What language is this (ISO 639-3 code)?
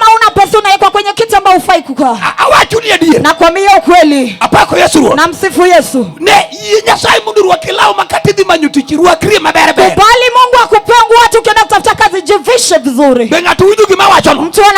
luo